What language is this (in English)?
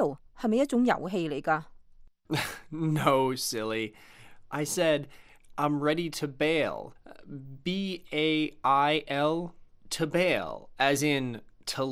Cantonese